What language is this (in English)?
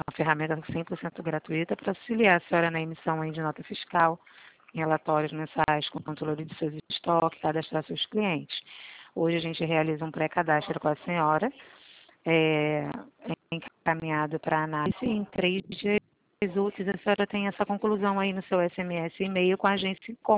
Portuguese